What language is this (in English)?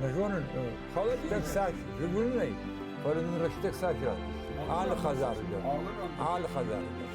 Ossetic